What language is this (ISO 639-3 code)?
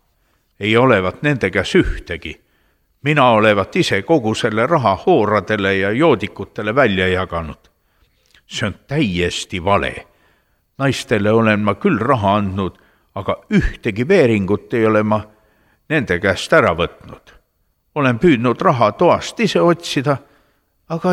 est